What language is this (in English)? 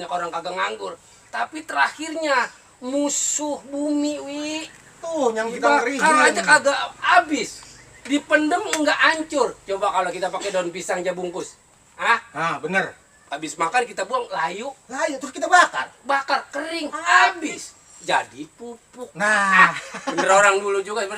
Betawi